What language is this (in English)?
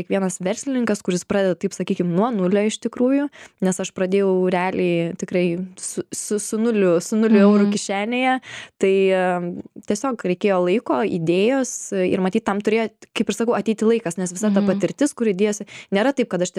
Lithuanian